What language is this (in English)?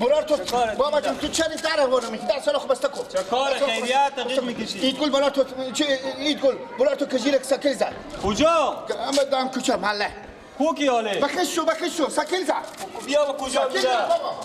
Persian